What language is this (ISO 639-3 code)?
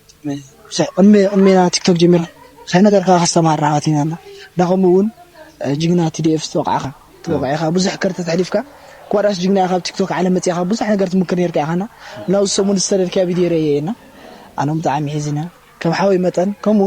tir